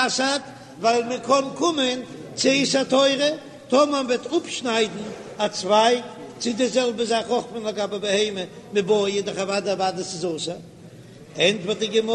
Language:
Yiddish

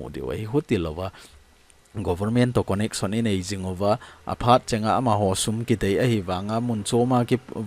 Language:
Thado Chin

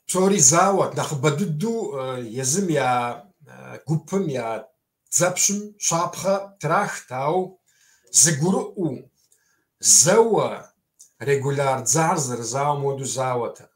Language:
Kabardian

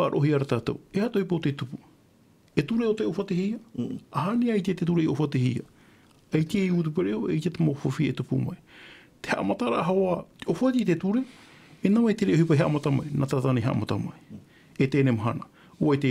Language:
Tahitian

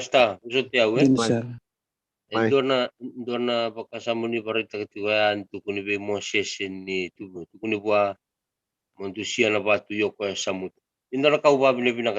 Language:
Fijian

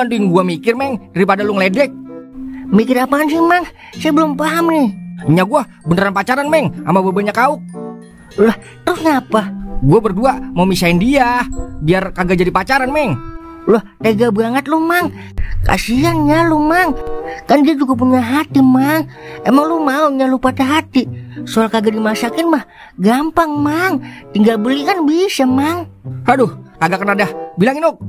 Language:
Betawi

